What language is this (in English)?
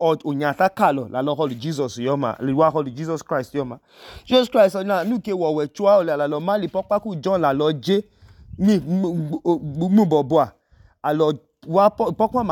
Idoma